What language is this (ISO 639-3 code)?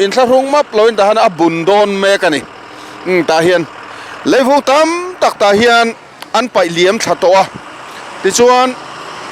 lus